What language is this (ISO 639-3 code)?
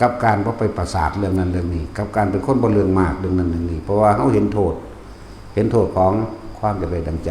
tts